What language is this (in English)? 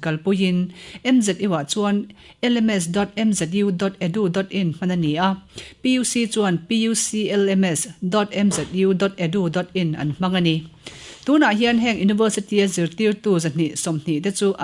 Mizo